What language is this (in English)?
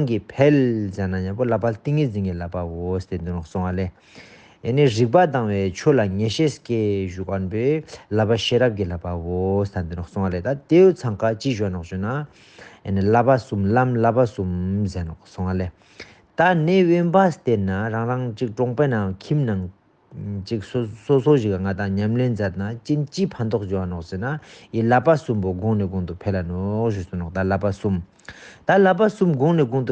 Ladakhi